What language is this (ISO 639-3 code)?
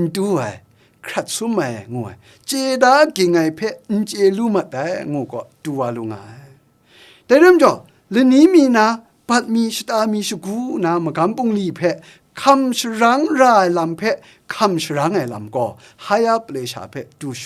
kac